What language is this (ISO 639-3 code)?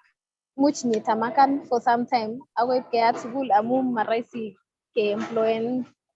kln